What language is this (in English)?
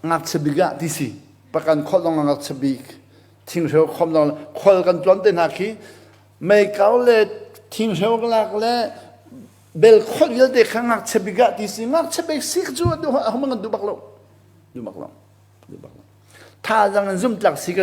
Hakha Chin